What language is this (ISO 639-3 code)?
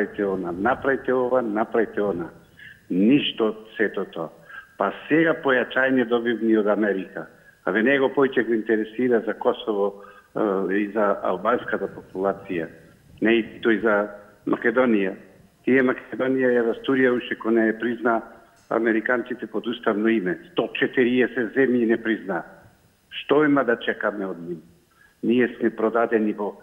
mkd